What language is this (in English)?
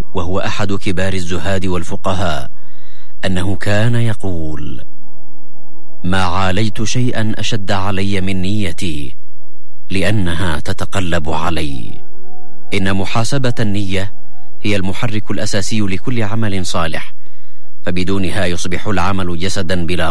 Arabic